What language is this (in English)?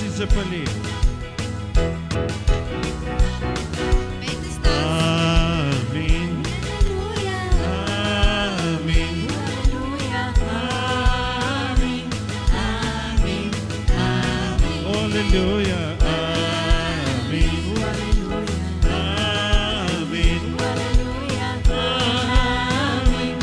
Bulgarian